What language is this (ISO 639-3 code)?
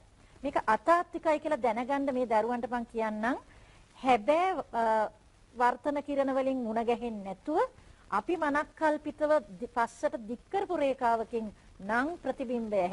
sin